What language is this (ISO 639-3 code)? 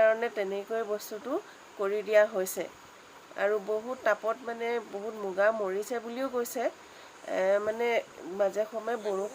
asm